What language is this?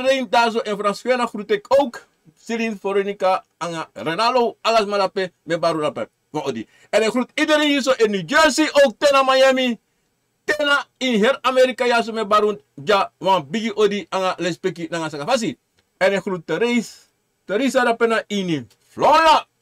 Sranan Tongo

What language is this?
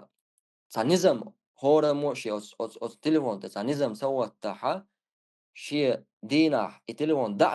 Chechen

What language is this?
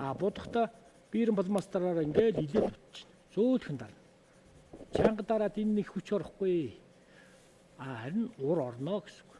Mongolian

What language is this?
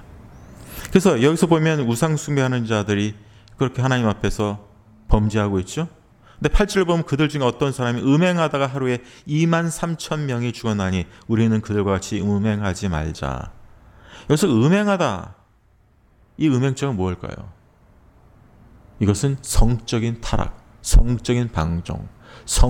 Korean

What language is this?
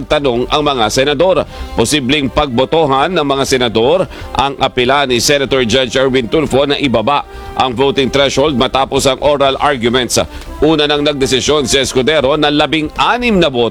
Filipino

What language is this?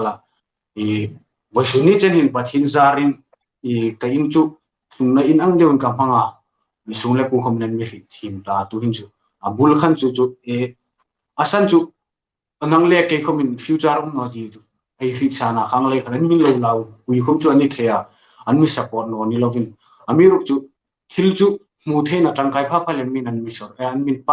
Hmar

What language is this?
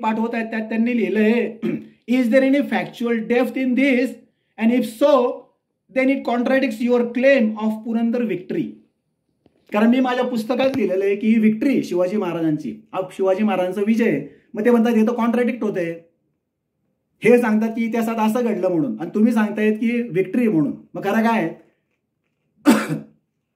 Marathi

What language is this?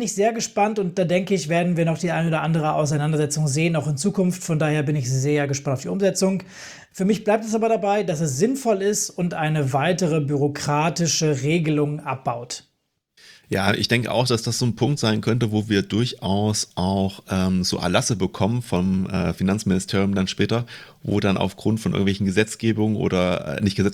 German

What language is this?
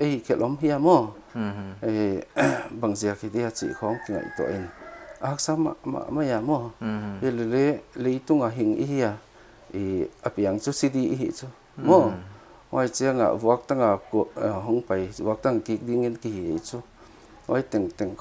Paite Chin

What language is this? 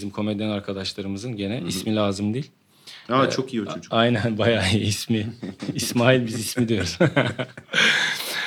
Turkish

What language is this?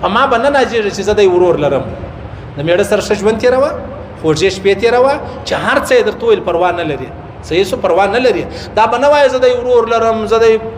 Pashto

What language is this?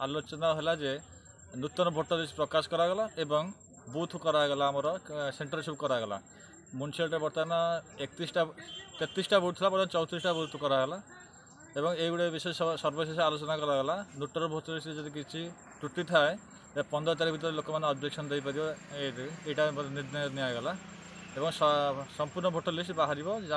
Odia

